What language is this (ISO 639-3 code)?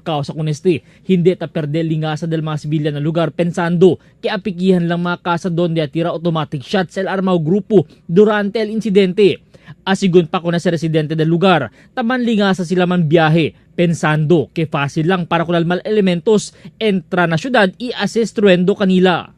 cbk